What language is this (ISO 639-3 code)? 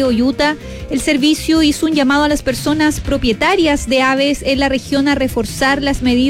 spa